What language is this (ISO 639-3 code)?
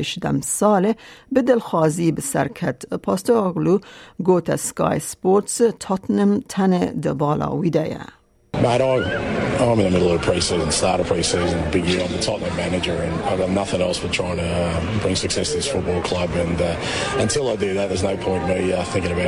kur